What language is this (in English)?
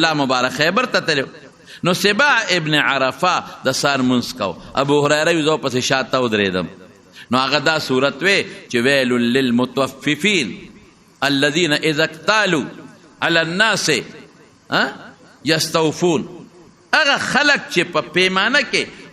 Pashto